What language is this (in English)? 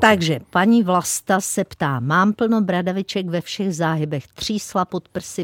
Czech